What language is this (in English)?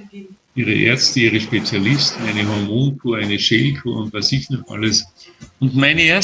German